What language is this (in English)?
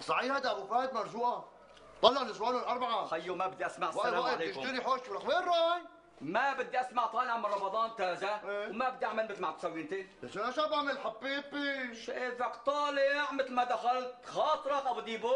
North Levantine Arabic